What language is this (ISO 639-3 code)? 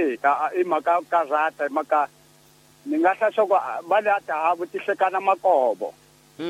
tso